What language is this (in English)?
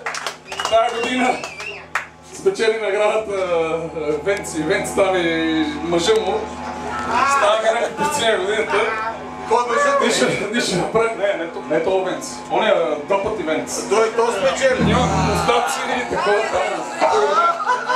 Bulgarian